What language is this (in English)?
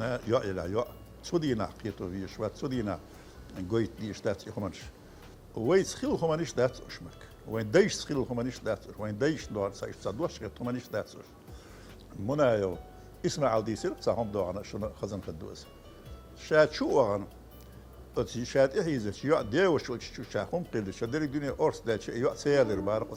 Chechen